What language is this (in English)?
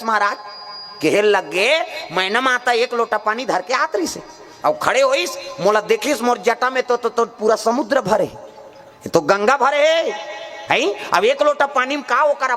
Chhattisgarhi